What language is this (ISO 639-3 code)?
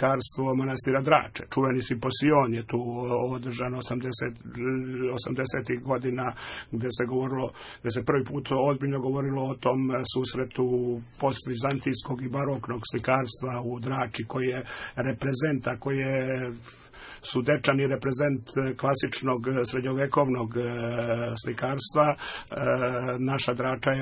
srp